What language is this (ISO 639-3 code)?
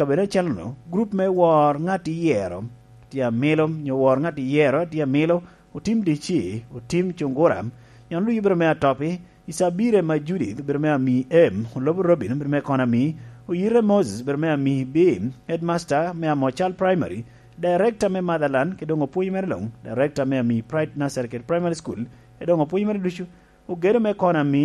laj